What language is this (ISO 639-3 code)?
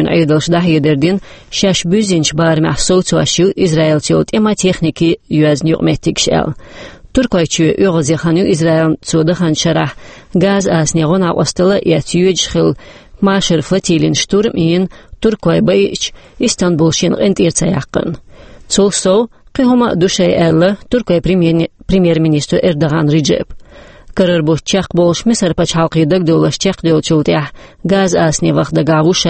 che